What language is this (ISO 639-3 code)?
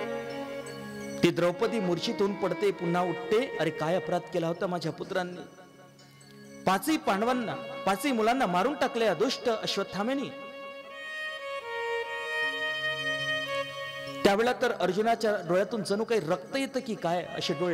mar